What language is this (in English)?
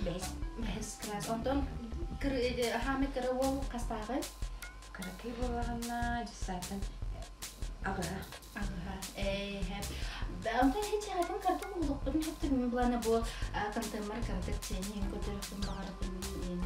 Yakut